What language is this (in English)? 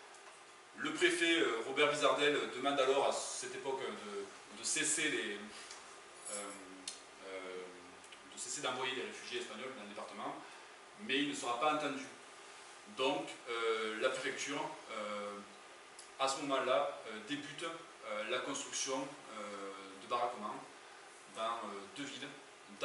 French